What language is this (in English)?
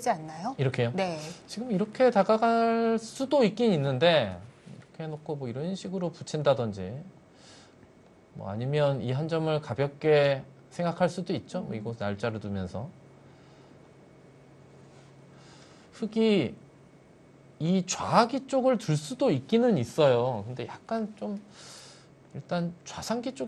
Korean